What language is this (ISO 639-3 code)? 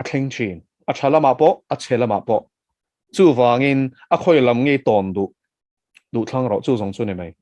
lus